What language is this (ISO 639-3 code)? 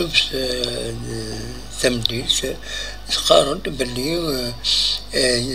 kab